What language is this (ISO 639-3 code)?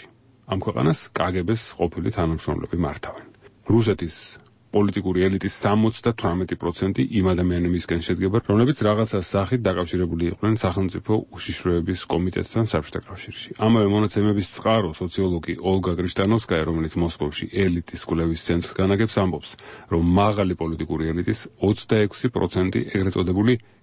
kat